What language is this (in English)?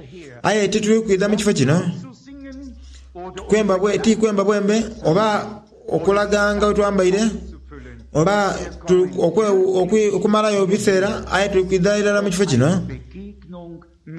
Soga